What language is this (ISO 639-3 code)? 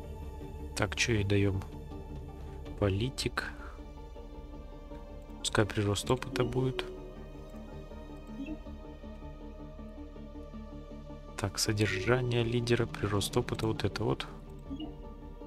rus